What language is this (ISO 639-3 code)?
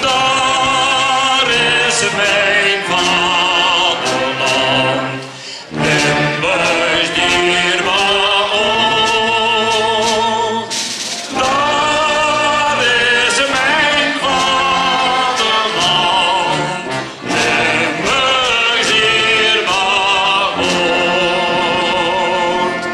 lim